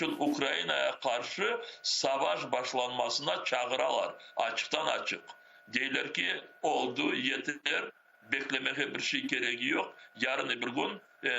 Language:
Crimean Tatar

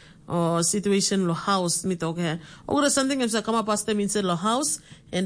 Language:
Tok Pisin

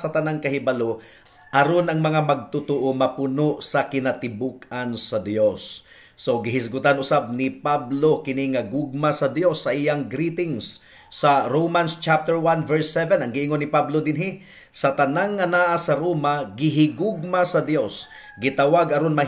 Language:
Cebuano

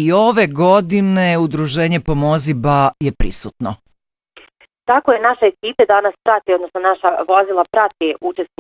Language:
Bosnian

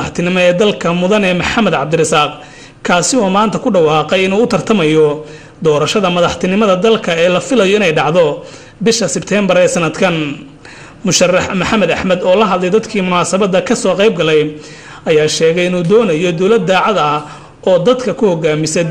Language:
Somali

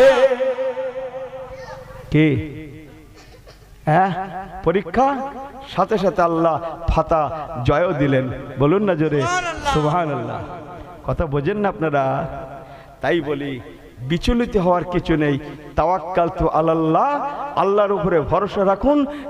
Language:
Bangla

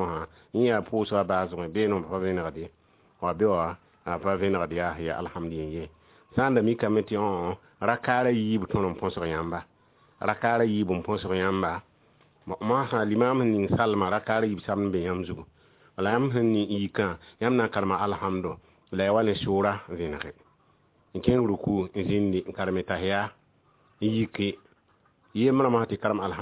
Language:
Mossi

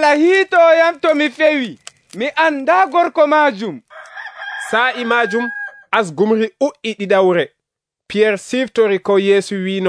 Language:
Nigerian Fulfulde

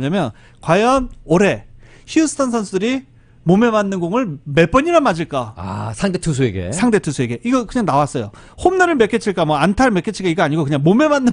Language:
Korean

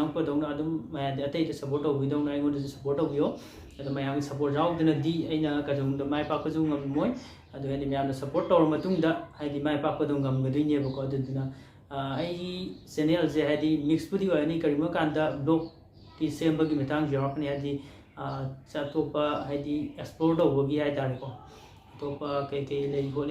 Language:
Manipuri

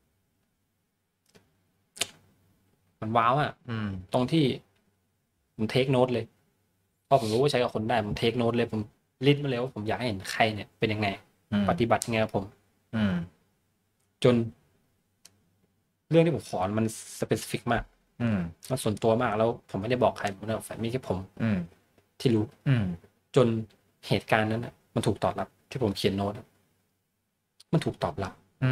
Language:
Thai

